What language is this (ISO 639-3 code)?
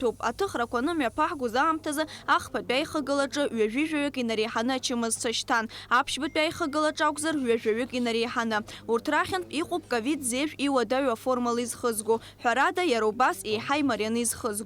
abk